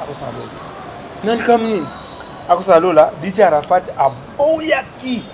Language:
Lingala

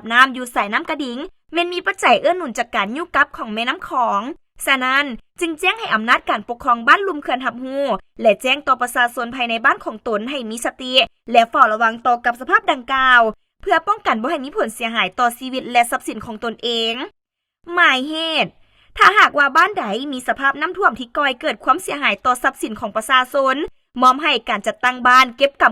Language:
Lao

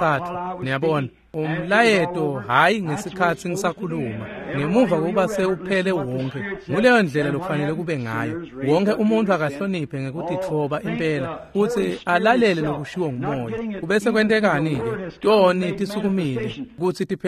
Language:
Swati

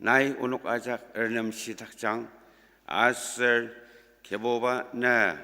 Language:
Ao Naga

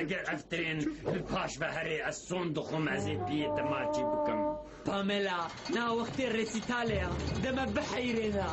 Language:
Kurdish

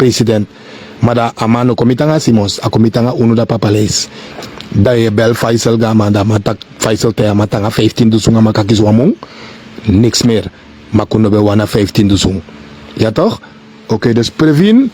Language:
Sranan Tongo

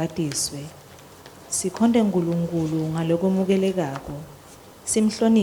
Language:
Swati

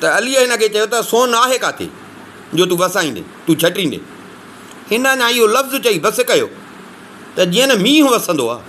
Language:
Sindhi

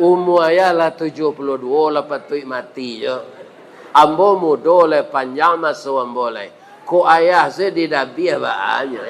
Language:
Minangkabau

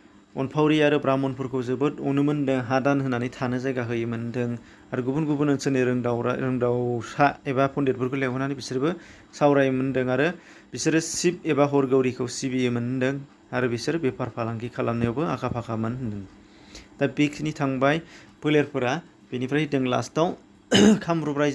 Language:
Bodo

